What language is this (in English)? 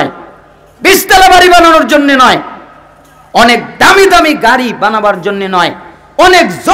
Bangla